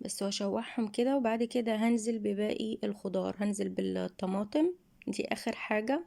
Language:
Egyptian Arabic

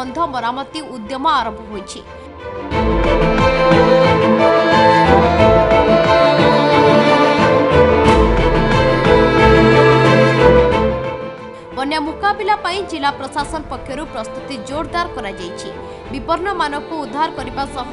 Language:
Odia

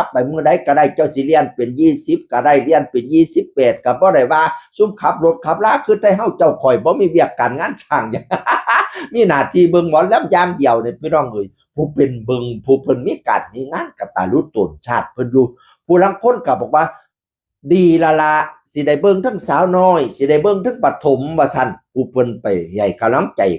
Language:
Northeastern Thai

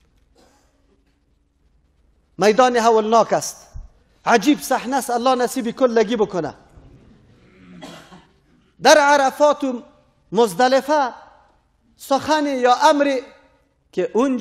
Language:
Persian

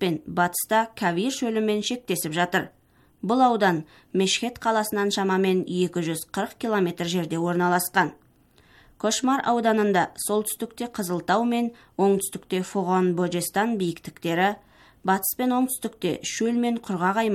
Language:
Kazakh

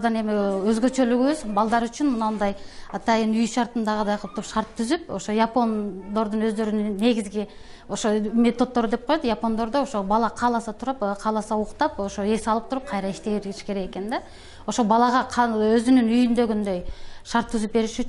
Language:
Kyrgyz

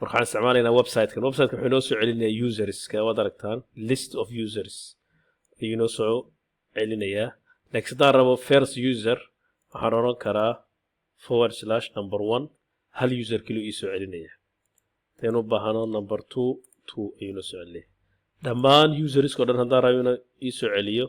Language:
Somali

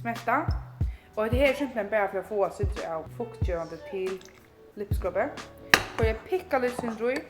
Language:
Faroese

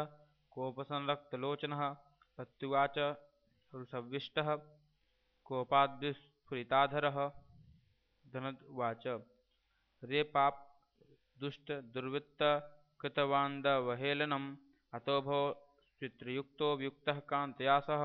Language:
Sanskrit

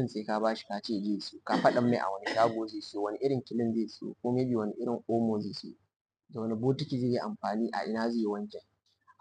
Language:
Hausa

